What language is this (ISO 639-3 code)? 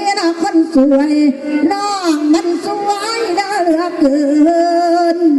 tts